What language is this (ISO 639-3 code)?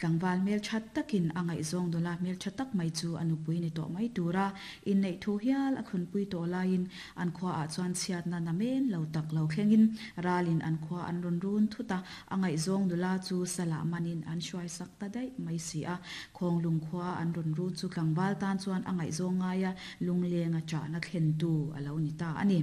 lus